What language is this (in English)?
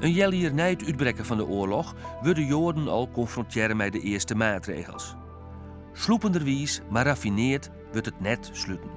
Western Frisian